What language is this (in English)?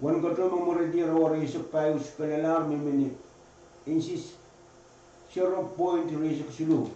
Pohnpeian